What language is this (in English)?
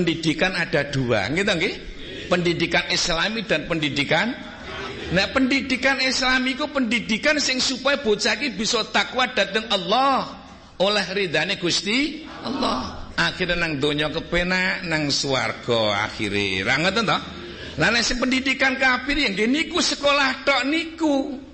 Javanese